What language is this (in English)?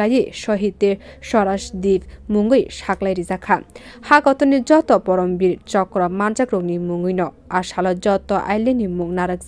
Kok Borok